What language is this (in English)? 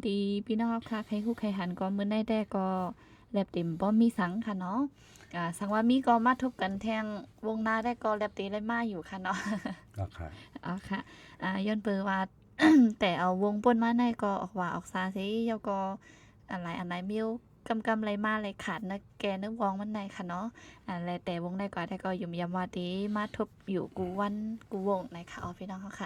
Shan